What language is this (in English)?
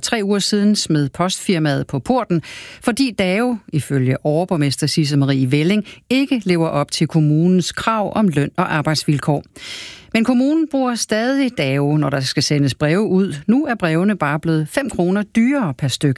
Danish